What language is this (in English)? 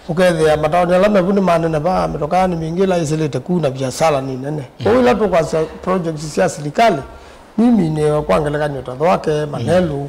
Kamba